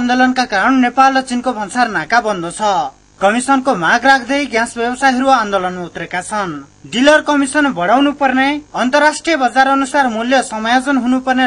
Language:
Nepali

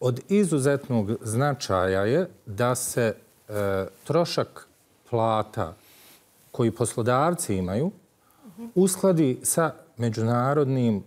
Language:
Bosnian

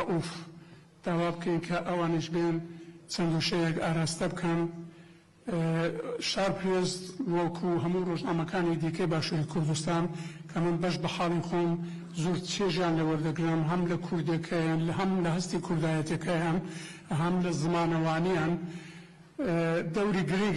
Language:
Central Kurdish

